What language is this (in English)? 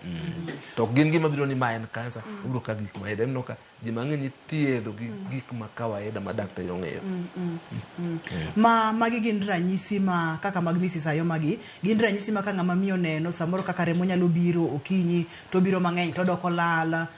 Luo (Kenya and Tanzania)